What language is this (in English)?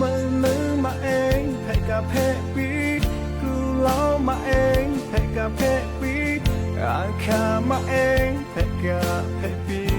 Lahu